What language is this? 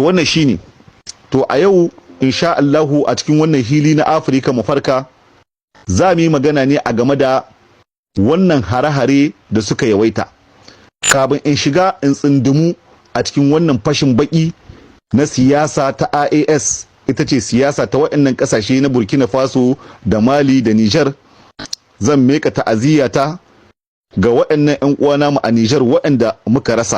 Hausa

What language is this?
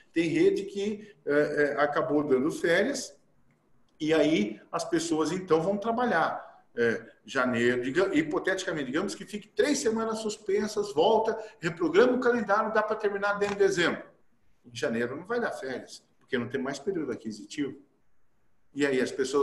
Portuguese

